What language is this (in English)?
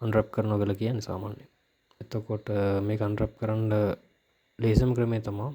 Sinhala